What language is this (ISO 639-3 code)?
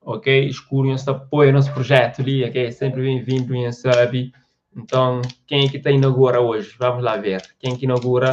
kea